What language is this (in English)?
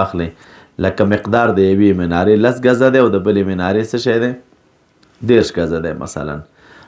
Pashto